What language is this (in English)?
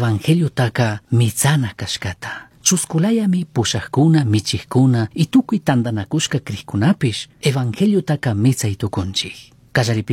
Chimborazo Highland Quichua